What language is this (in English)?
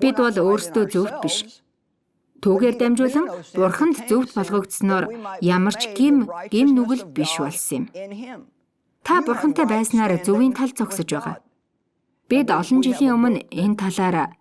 Mongolian